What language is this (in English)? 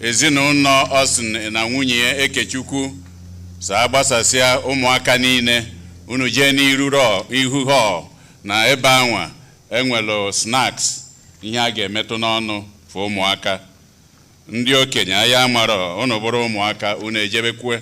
Igbo